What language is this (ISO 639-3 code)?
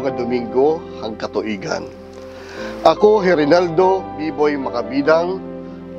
war